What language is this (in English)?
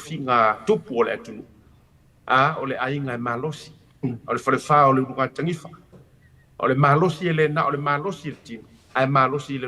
Samoan